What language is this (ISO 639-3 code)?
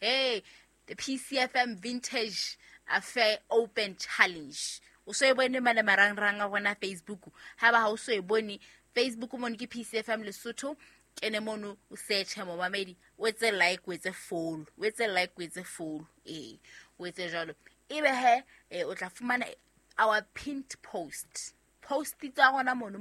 sot